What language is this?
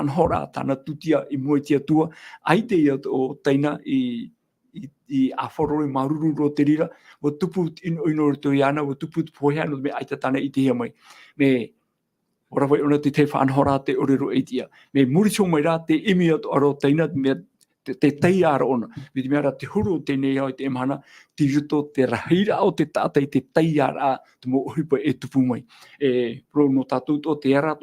Tahitian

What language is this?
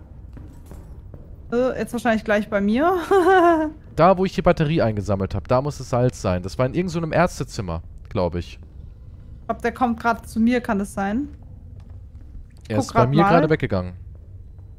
German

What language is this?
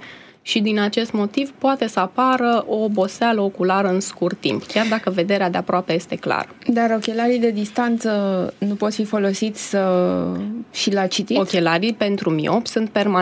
Romanian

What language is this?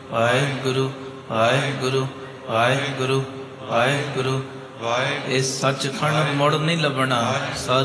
Punjabi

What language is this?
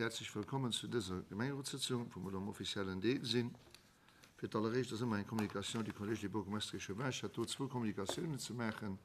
Luxembourgish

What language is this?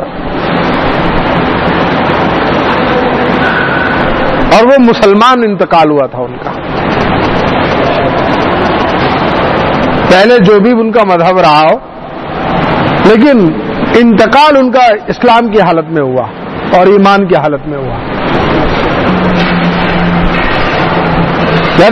Urdu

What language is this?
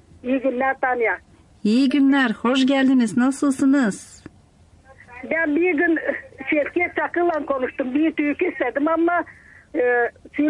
Turkish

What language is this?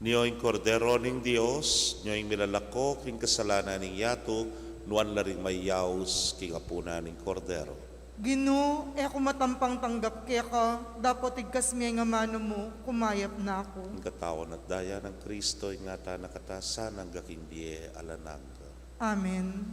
Pampanga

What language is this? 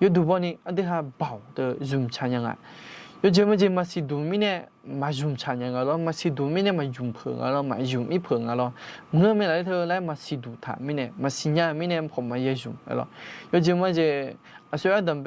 Akha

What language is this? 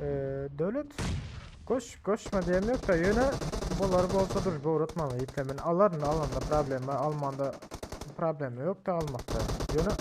Turkmen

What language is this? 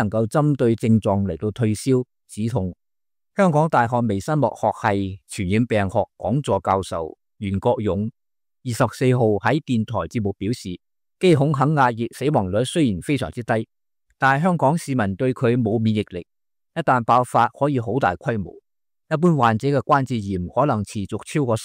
Cantonese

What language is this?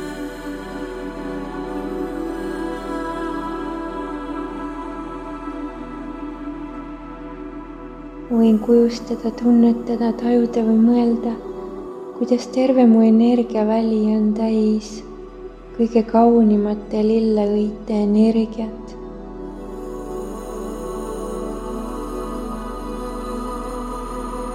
Estonian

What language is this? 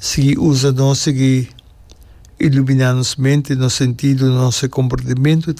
Papiamento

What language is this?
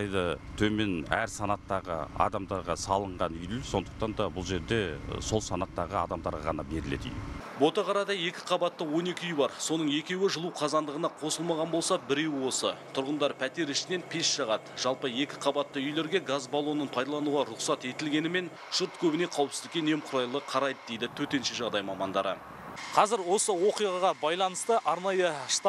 Kazakh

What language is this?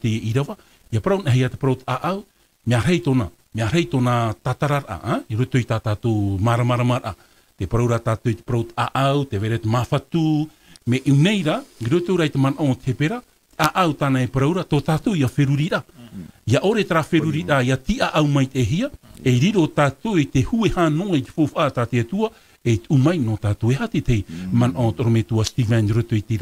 Tahitian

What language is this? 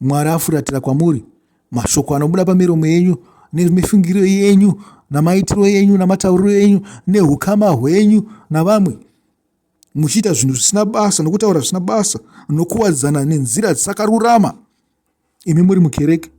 Shona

